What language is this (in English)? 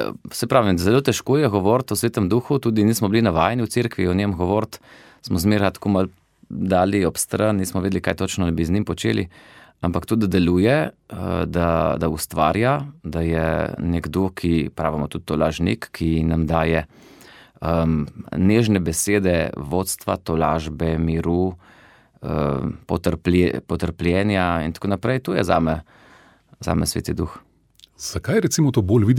Slovenian